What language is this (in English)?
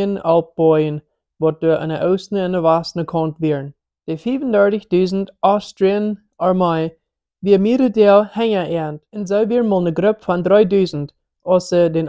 Plautdietsch